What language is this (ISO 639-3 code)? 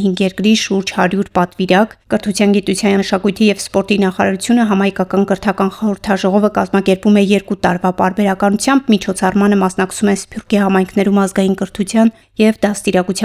hye